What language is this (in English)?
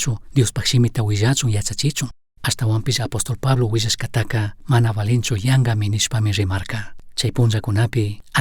Chimborazo Highland Quichua